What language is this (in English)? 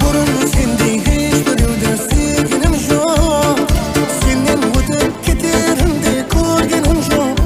Kara-Kalpak